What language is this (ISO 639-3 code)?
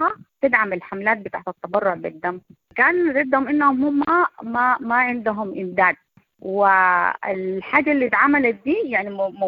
apd